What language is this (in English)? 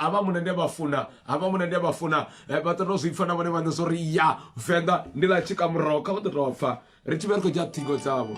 Venda